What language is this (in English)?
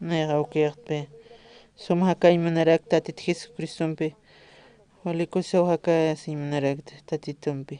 Aymara